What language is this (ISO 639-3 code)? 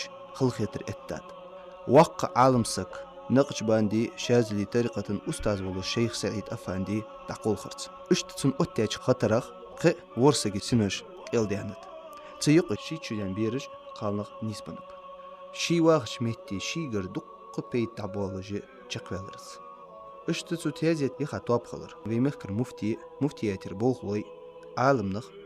inh